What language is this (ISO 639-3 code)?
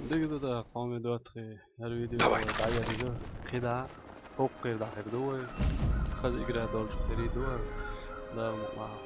che